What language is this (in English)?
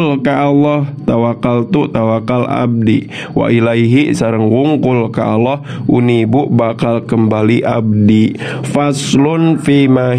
Sundanese